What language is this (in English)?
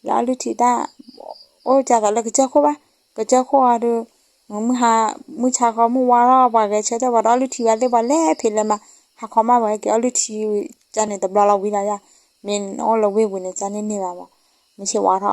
S'gaw Karen